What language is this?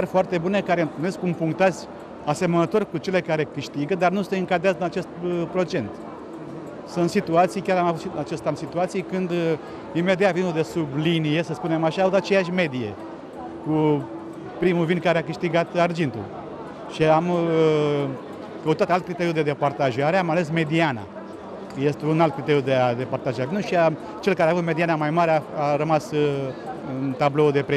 Romanian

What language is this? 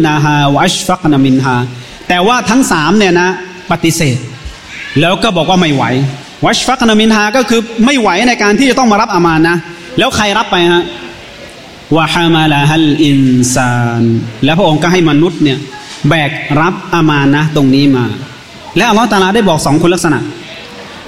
Thai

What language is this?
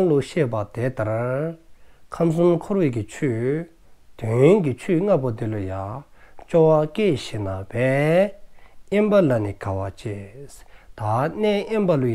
Dzongkha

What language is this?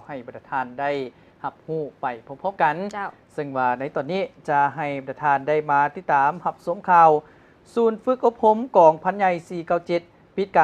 Lao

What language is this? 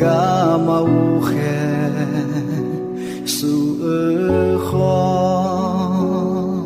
Akha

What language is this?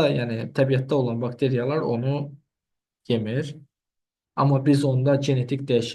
Azerbaijani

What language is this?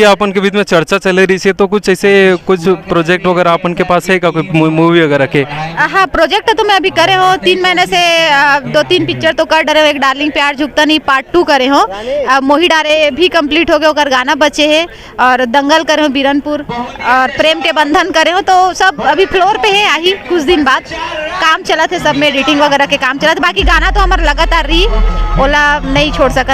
Chhattisgarhi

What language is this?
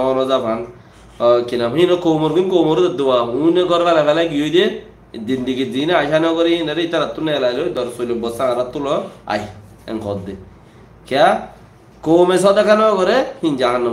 Rohingya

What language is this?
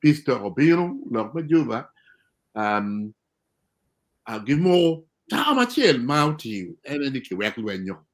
Acoli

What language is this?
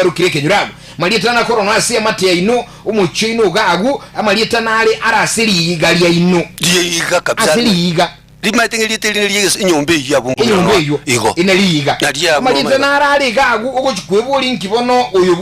Gusii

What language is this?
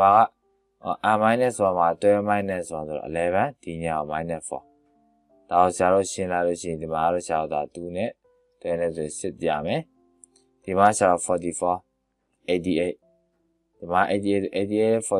Burmese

